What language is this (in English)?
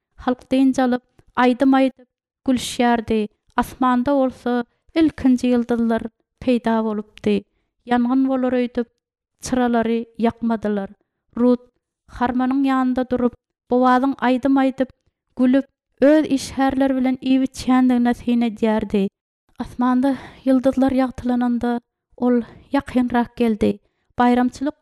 Turkmen